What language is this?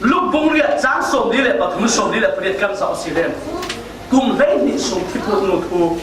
Falam Chin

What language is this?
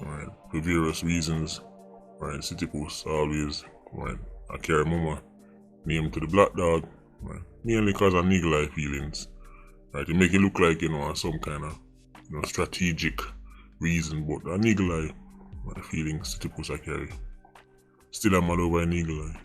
Jamaican Creole English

